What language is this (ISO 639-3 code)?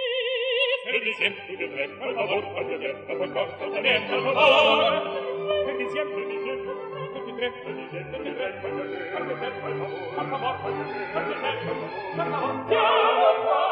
ita